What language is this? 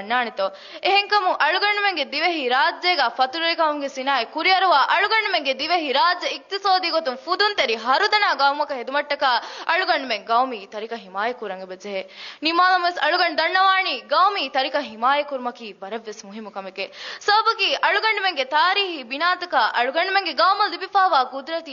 Divehi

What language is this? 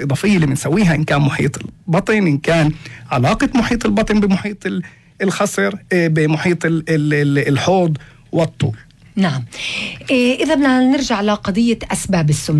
North Levantine Arabic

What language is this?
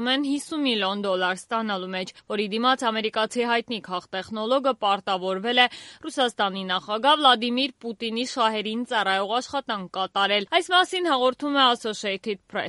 Armenian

